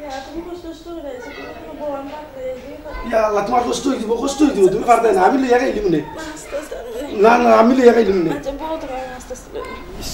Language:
Sylheti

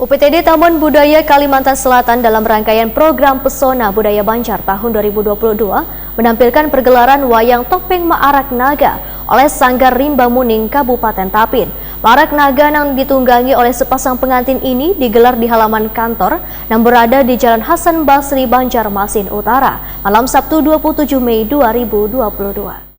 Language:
Banjar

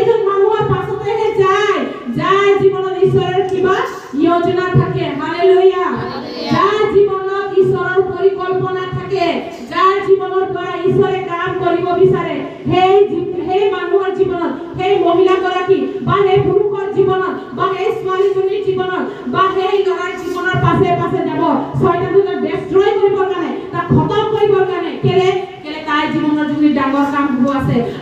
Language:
Assamese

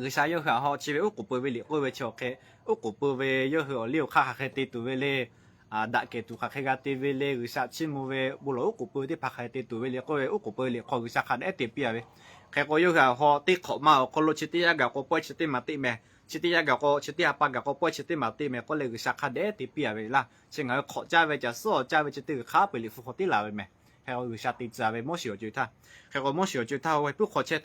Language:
Lahu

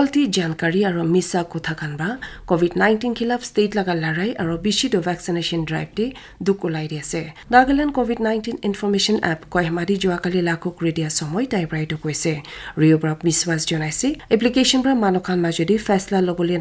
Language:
Naga Pidgin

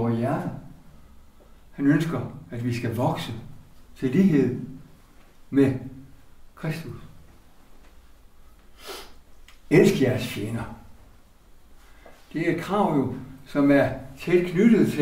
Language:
Danish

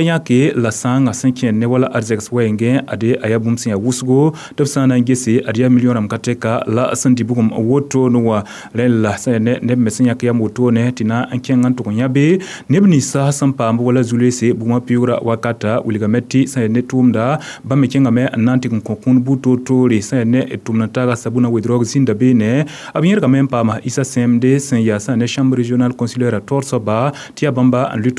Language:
Mossi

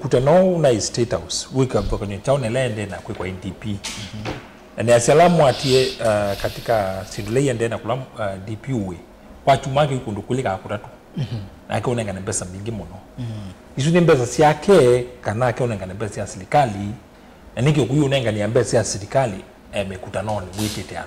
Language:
Kamba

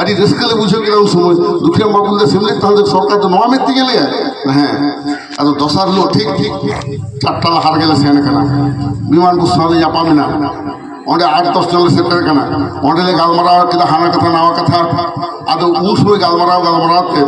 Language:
Santali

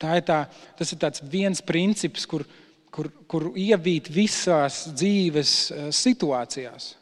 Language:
Latvian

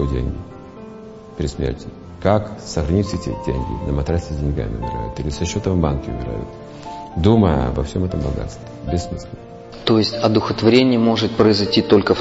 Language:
Russian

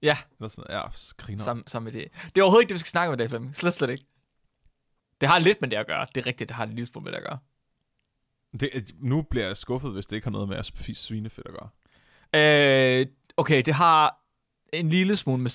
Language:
Danish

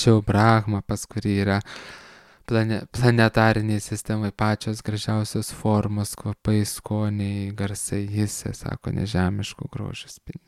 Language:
Lithuanian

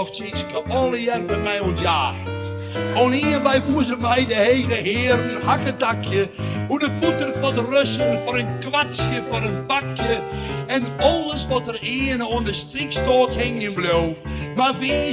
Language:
Western Frisian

